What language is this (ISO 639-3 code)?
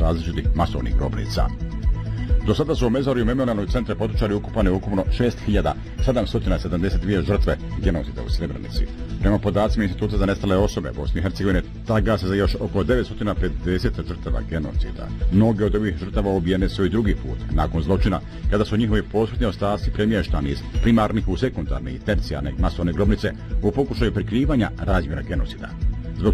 bos